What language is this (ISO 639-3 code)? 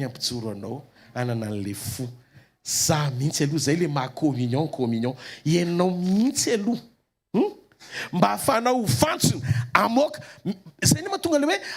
mlg